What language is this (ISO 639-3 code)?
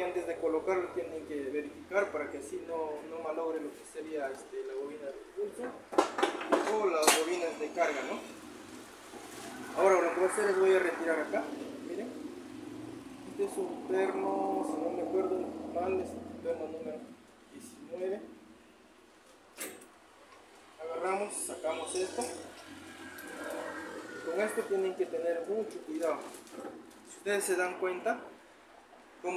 spa